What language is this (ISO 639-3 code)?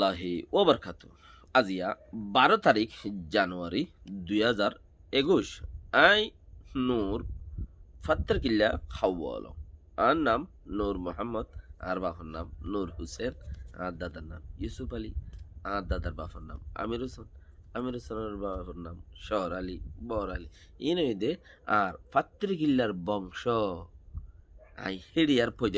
rhg